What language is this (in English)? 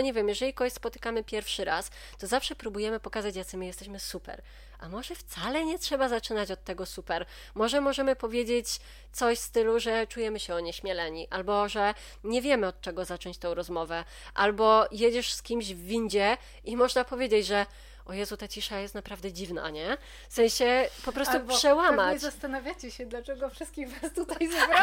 Polish